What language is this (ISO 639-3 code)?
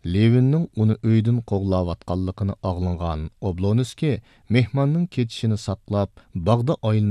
uig